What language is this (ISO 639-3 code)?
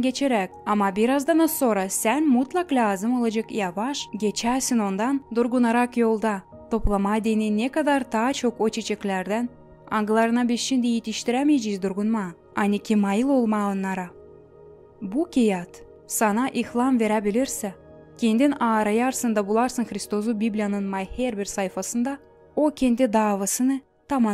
gag